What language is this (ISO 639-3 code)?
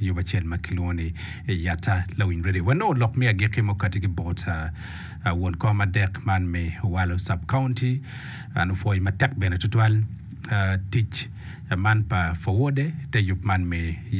ach